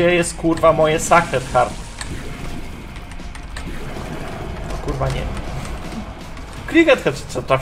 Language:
Polish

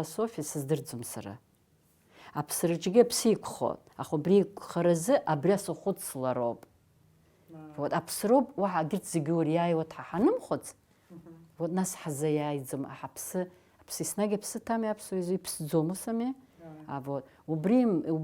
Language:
Abkhazian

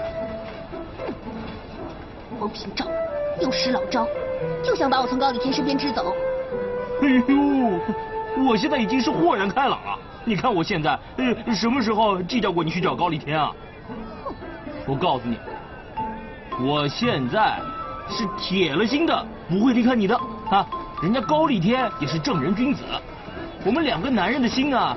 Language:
Chinese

